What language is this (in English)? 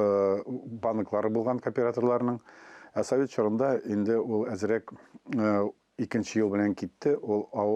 Tatar